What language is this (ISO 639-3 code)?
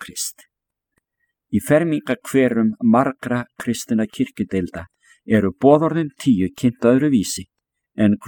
isl